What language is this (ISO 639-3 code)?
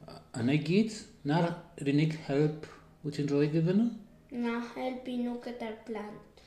cym